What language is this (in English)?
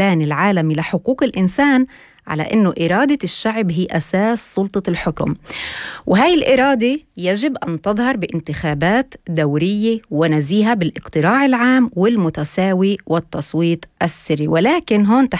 North Levantine Arabic